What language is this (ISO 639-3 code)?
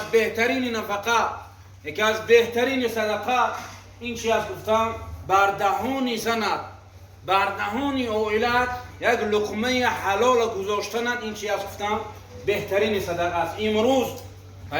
tgk